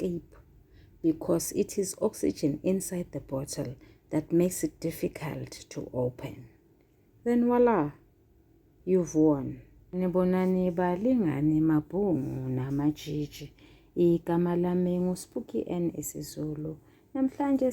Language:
Zulu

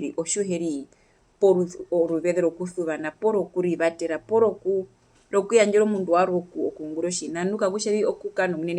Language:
Herero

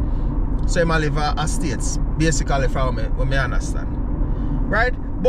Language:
Jamaican Creole English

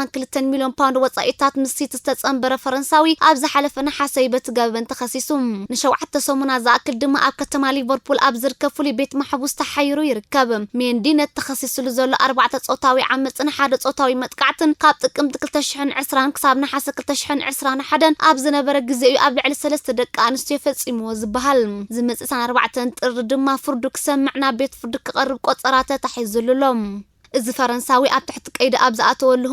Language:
Tigrinya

